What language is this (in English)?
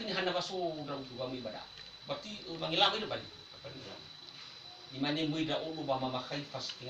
Nias